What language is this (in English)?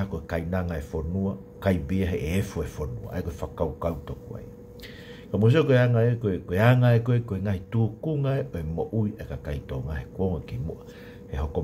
Tongan